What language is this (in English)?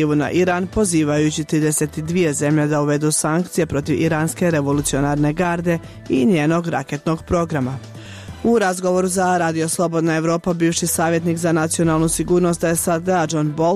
Bosnian